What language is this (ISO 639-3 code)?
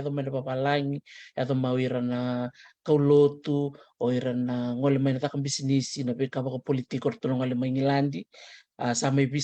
fij